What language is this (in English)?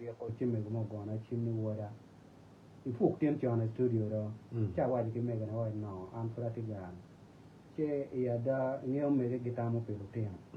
Acoli